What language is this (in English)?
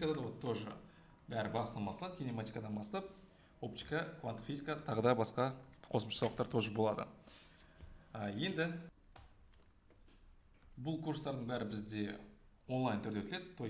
Kazakh